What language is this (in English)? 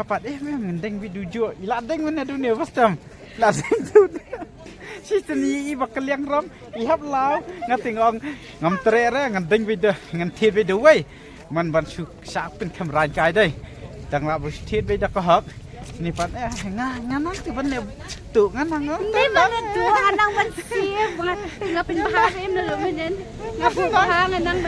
Khasi